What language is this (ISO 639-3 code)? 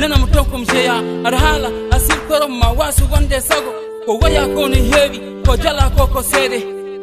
ful